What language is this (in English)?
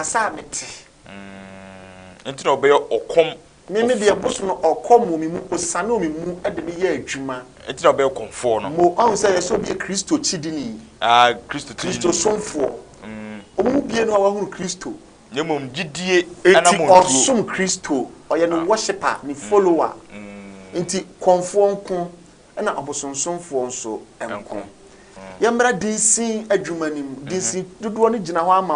Akan